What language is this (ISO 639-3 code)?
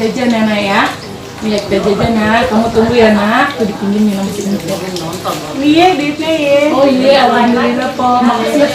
bew